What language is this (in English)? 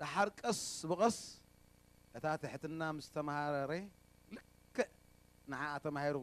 Tigrinya